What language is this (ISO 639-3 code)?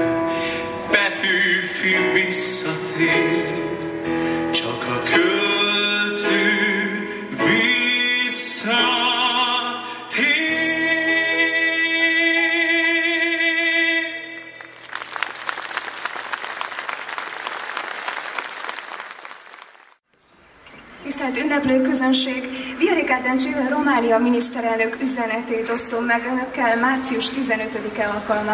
hun